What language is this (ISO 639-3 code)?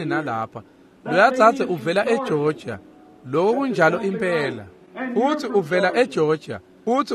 ssw